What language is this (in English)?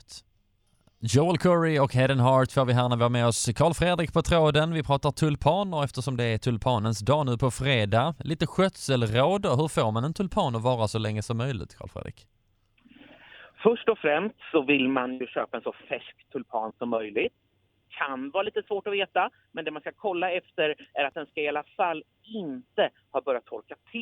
Swedish